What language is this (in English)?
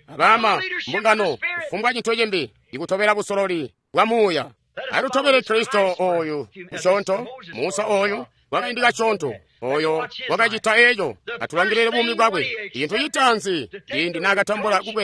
Tonga (Zambia)